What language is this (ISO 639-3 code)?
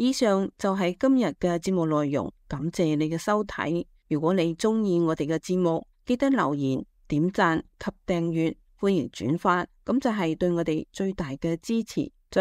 yue